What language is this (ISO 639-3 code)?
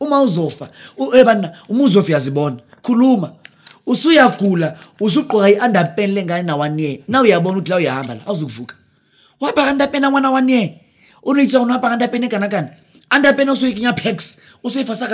zul